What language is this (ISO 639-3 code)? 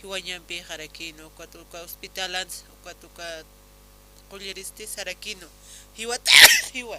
aym